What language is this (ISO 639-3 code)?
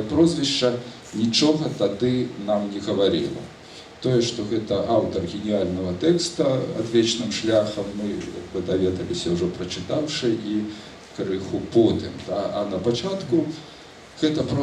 bel